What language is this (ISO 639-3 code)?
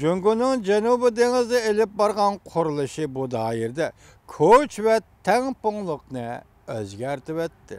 uig